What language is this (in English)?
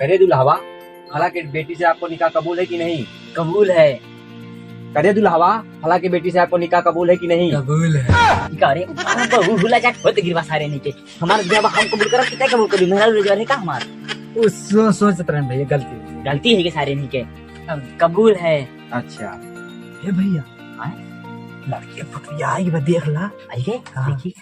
Awadhi